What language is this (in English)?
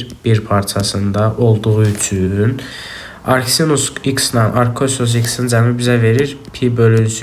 Azerbaijani